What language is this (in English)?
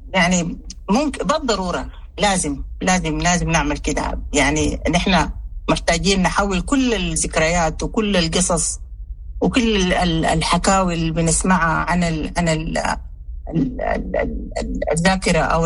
Sudanese Arabic